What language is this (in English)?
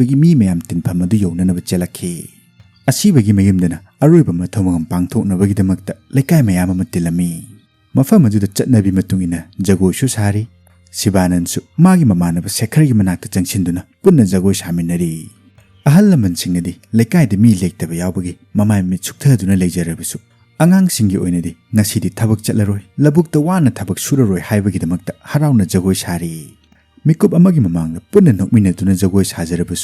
Manipuri